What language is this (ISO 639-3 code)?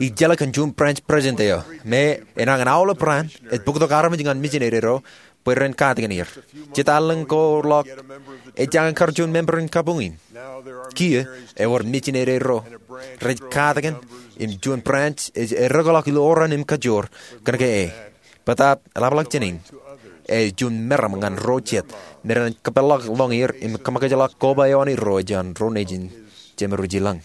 mah